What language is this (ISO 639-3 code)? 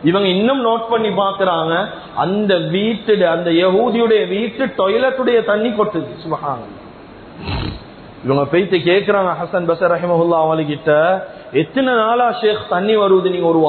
tam